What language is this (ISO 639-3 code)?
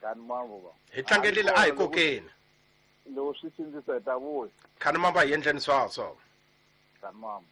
tso